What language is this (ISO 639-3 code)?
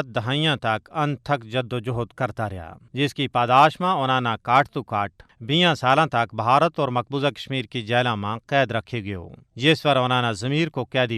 gju